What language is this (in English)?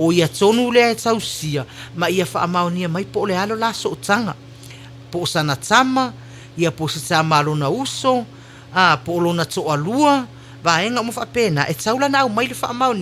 Samoan